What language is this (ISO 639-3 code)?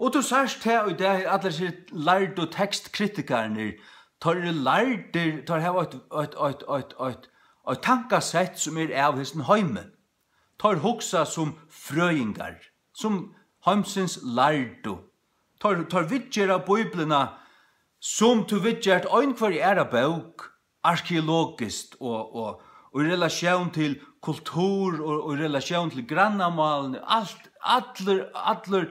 fao